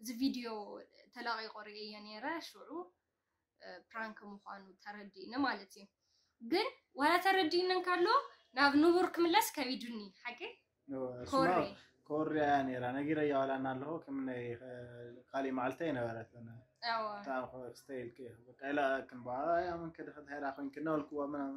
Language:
Tigrinya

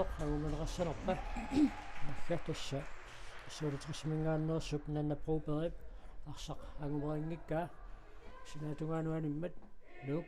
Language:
Kalaallisut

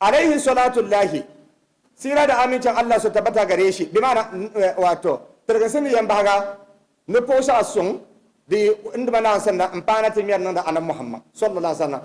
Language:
Dagbani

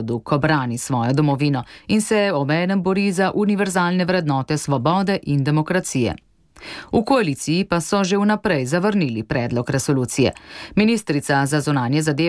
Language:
Slovenian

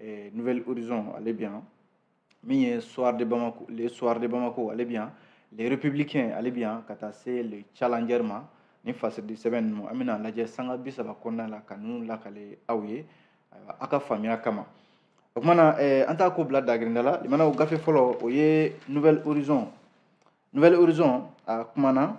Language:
Bambara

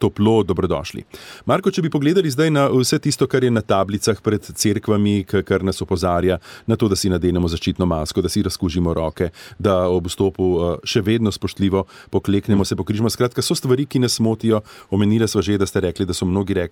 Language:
Slovenian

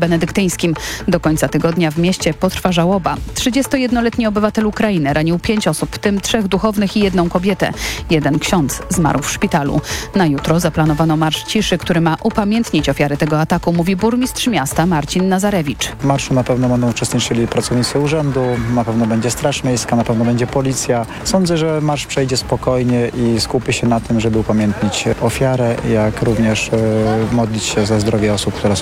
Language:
Polish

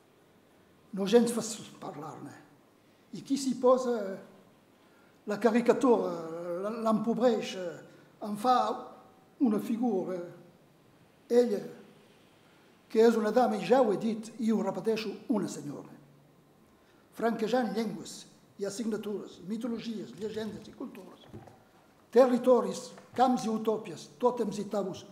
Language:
Catalan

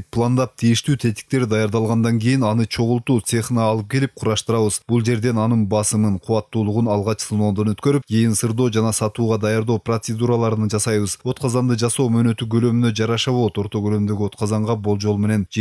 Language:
Kyrgyz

